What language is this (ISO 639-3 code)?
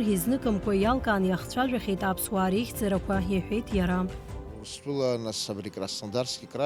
abk